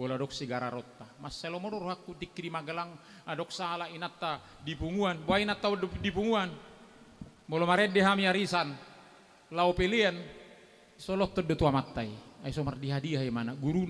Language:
Batak Toba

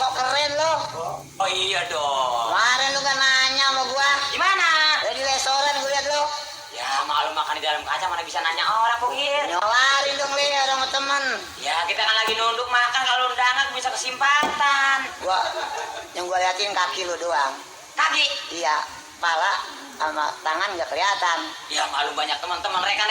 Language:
Betawi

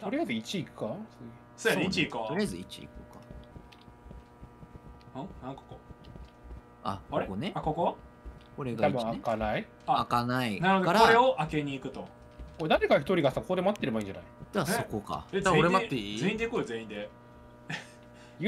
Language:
Japanese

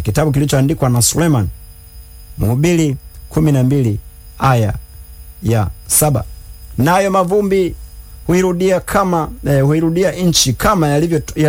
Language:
Swahili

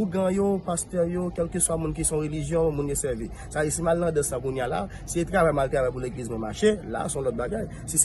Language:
Haitian Creole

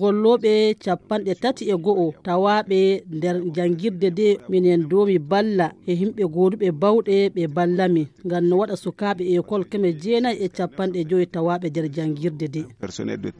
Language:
Fula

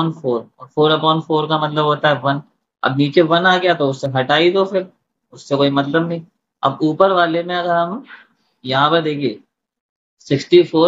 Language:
Hindi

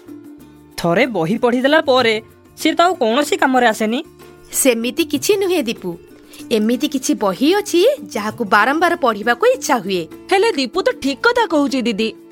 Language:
Odia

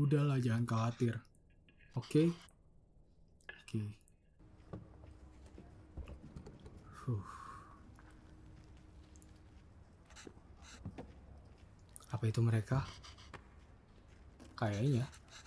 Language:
Indonesian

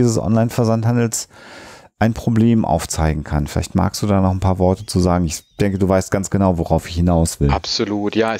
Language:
German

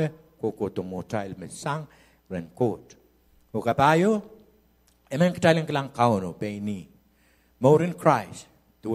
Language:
Pohnpeian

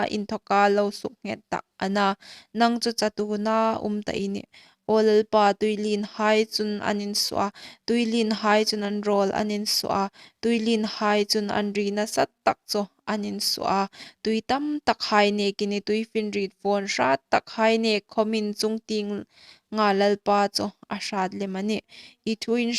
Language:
Hmar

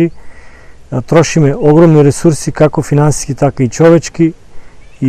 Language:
Macedonian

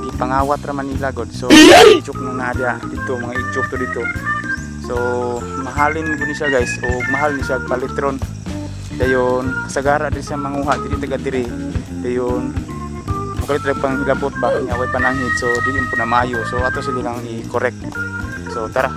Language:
Cebuano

